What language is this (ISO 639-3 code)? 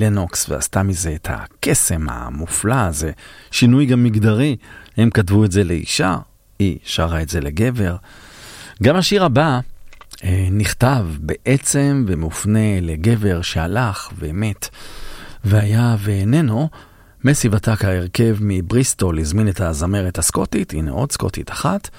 heb